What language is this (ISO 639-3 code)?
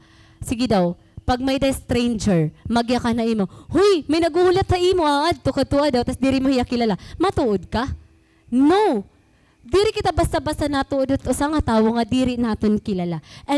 war